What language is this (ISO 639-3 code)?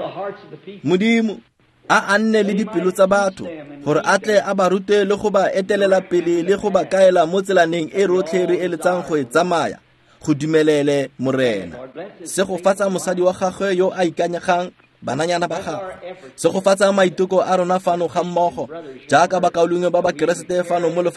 tsn